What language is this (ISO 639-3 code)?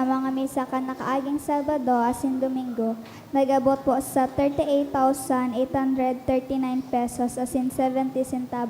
bik